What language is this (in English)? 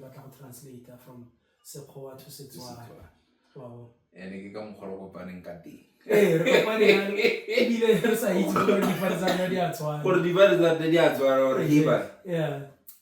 Tswana